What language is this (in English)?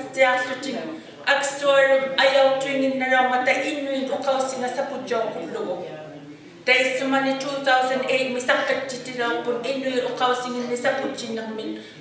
Inuktitut